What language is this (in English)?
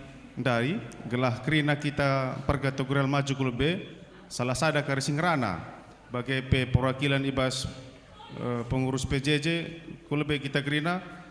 Batak Karo